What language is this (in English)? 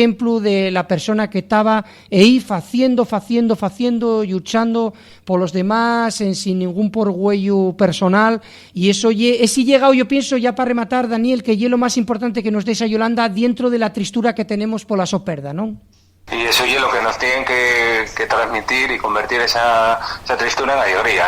Asturian